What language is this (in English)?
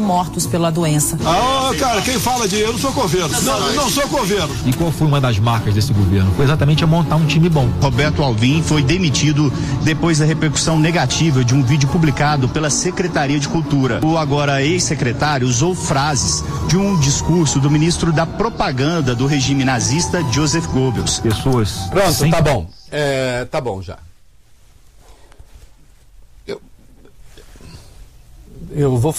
Portuguese